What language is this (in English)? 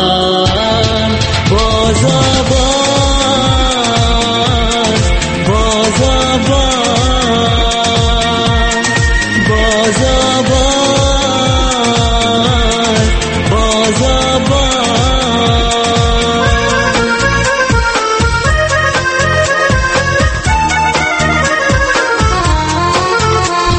Persian